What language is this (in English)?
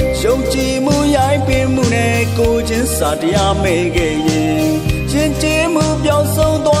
Burmese